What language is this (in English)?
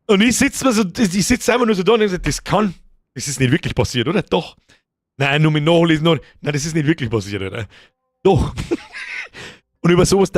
Bavarian